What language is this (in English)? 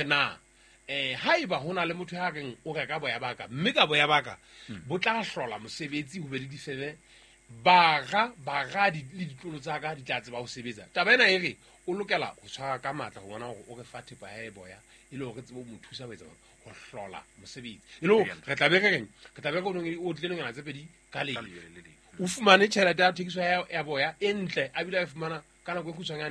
Southern Sotho